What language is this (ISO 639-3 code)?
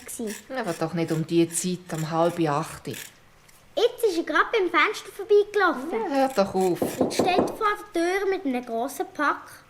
gsw